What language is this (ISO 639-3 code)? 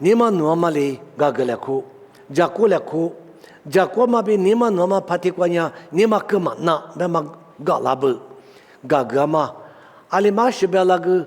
lis